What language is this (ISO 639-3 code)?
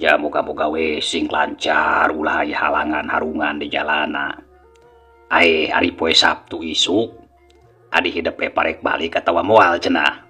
sun